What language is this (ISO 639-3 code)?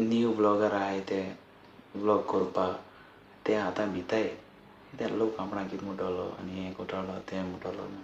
kok